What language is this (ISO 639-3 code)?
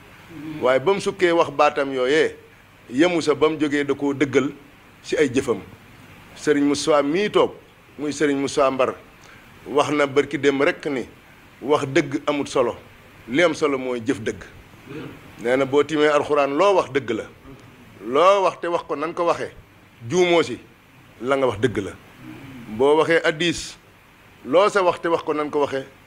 wol